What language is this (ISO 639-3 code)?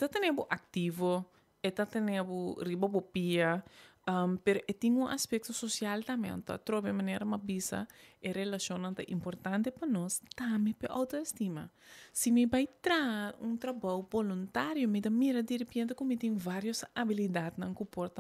pap